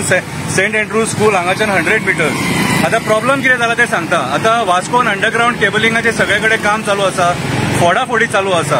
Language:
Konkani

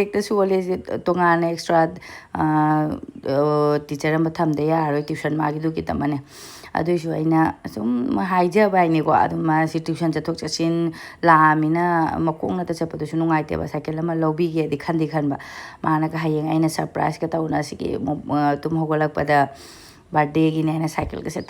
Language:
Manipuri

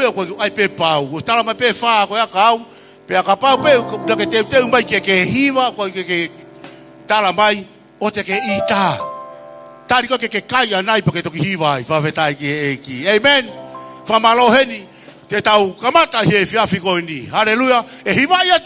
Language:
Tongan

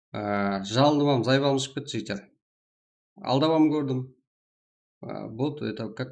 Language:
Kara-Kalpak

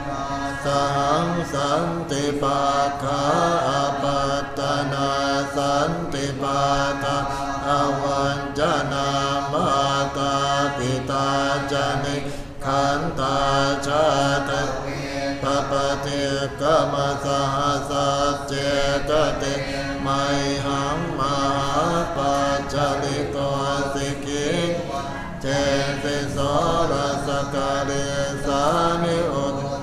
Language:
Pali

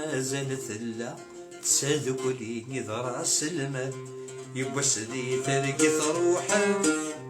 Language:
Kabyle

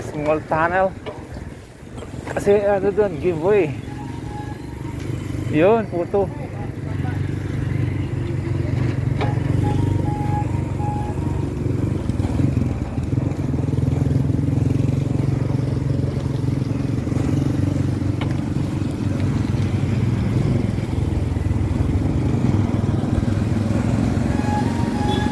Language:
Filipino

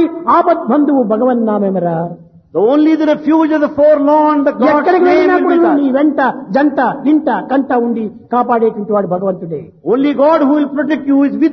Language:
Telugu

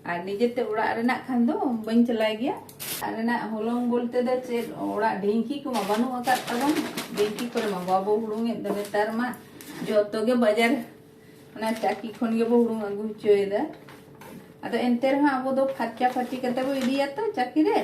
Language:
Santali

